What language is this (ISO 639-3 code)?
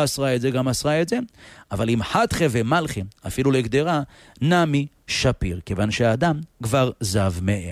heb